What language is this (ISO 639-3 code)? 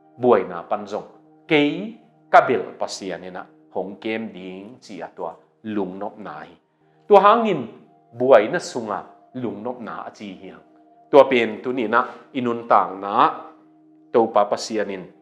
ctd